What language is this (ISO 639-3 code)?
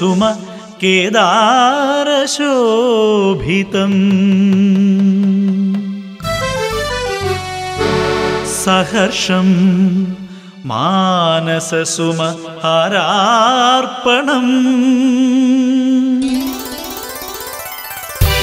mal